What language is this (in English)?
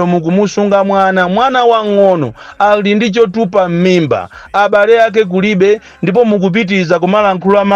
Nyanja